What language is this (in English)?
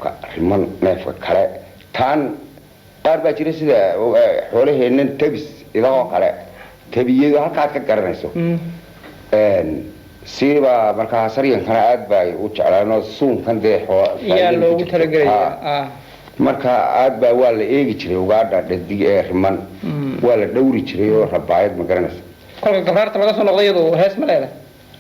Somali